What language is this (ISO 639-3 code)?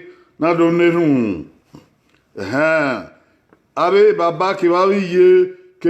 bin